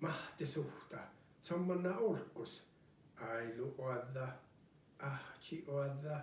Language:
Northern Sami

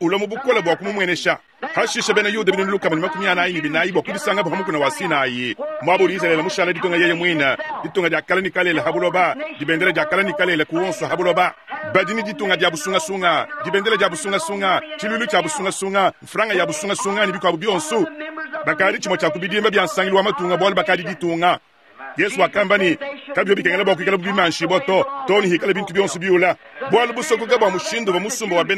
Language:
Luba-Lulua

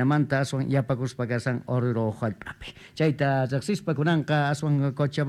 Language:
South Bolivian Quechua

